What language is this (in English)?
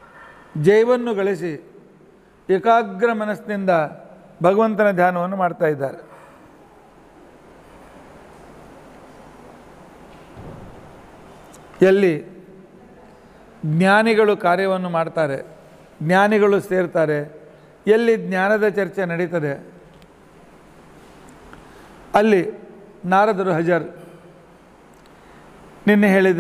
Kannada